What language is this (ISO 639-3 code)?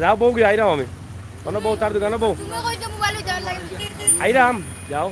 syl